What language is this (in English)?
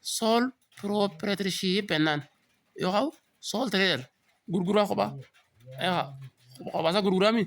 Oromo